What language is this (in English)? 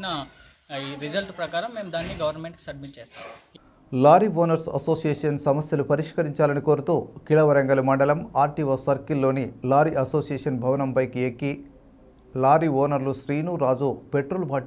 Telugu